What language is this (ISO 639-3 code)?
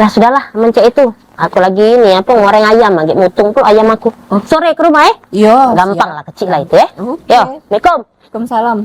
mui